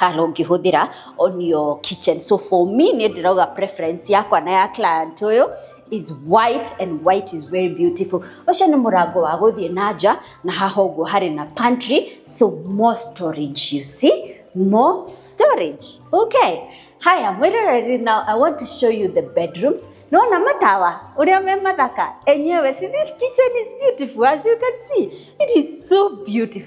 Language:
Kikuyu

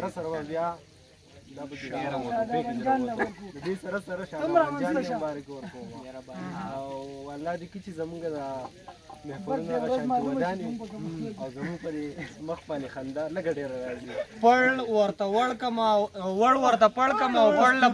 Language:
Pashto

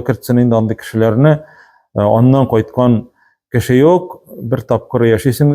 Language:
Tatar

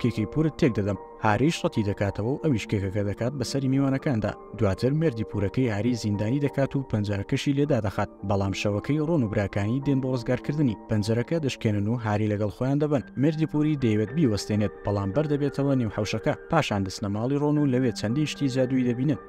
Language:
Central Kurdish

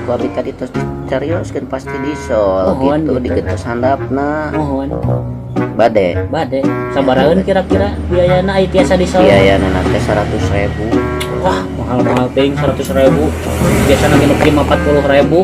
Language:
Sundanese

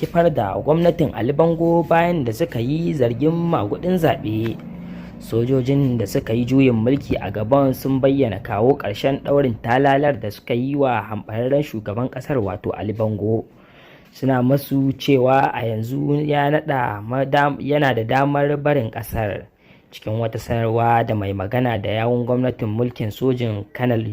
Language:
Hausa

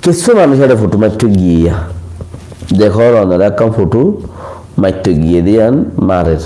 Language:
Rohingya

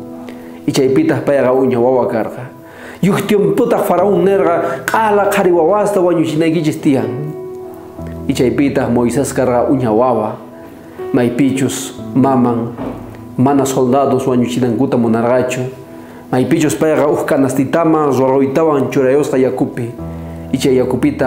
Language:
South Bolivian Quechua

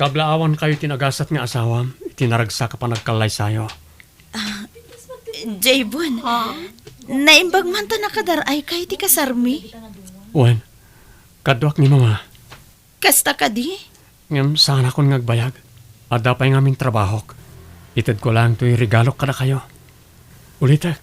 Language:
Iloko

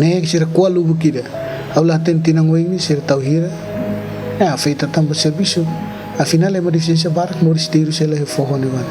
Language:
Tetum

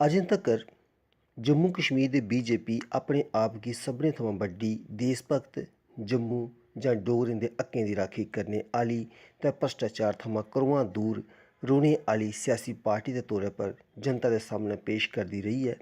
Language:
Dogri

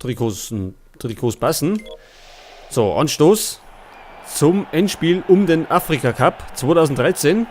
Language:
Bavarian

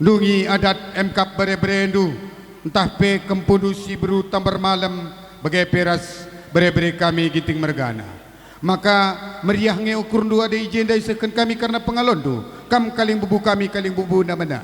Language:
Batak Karo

